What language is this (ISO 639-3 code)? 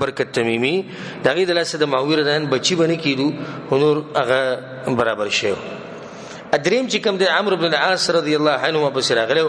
pus